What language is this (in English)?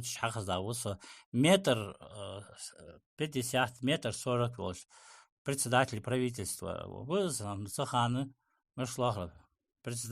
Ingush